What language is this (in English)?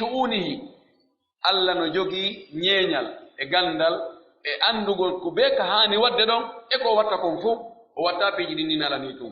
Pular